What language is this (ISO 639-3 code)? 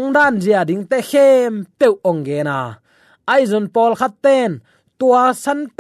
ctd